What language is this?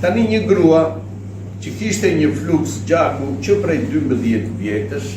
Albanian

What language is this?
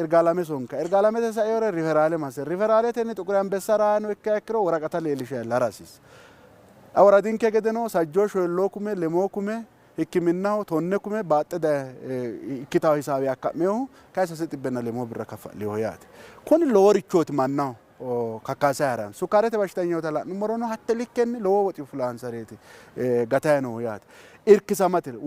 Sidamo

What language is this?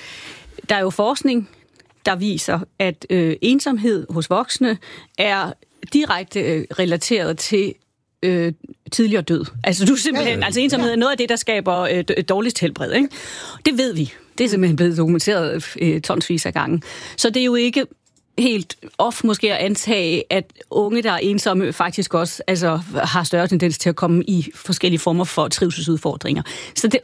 Danish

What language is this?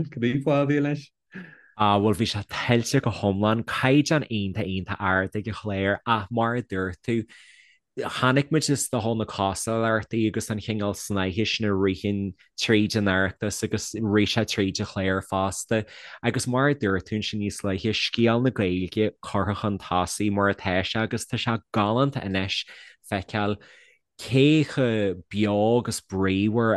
Irish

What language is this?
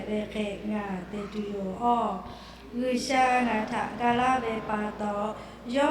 Lahu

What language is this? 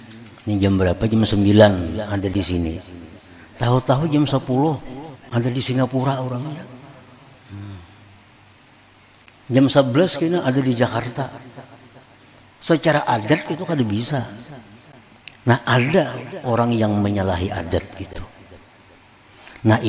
Indonesian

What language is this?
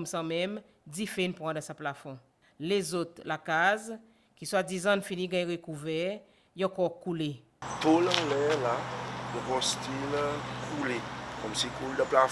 Seselwa Creole French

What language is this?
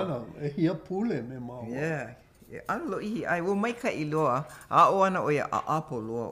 Hawaiian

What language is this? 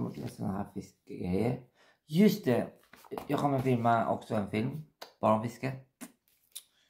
Swedish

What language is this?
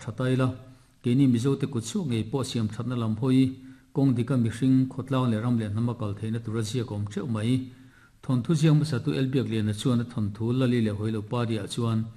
Mizo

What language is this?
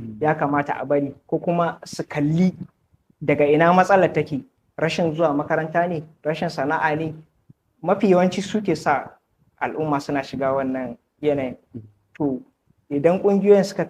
Hausa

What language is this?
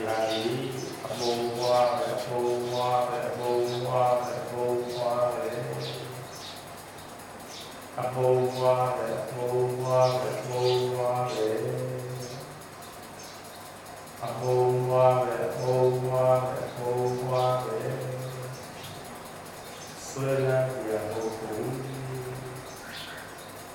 Burmese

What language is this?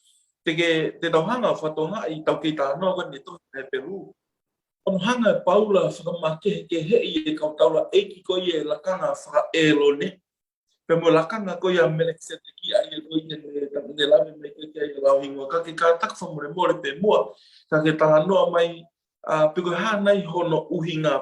Tongan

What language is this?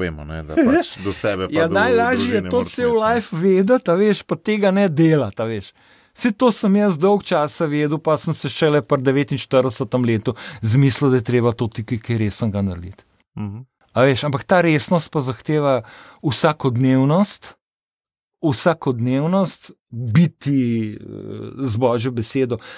Slovenian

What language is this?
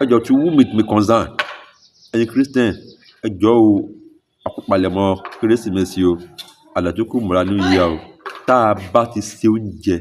Yoruba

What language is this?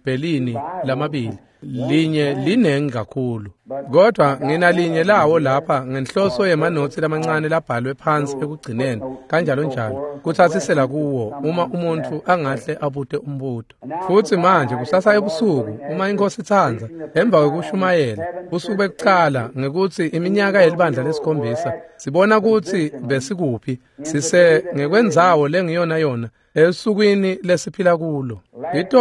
Swati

